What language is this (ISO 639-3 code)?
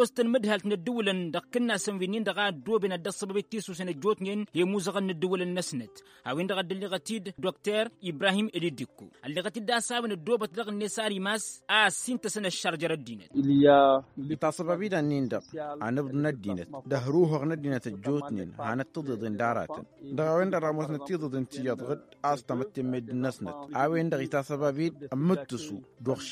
taq